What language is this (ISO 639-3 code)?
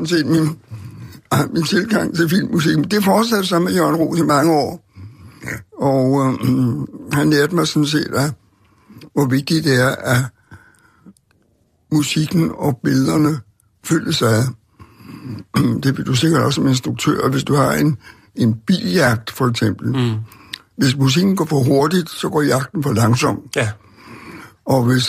dan